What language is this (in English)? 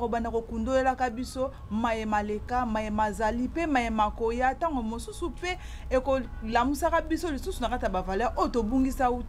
Lingala